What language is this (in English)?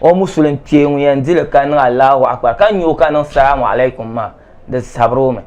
Dagbani